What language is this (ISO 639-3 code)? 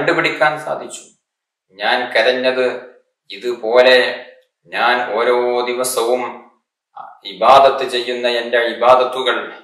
mal